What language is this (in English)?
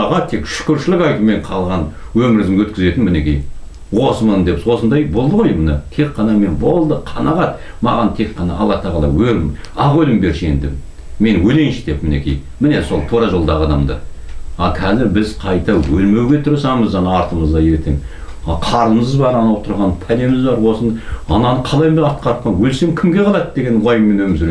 Kazakh